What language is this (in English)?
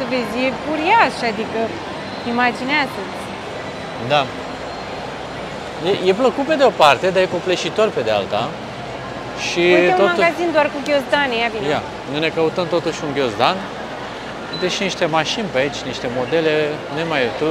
Romanian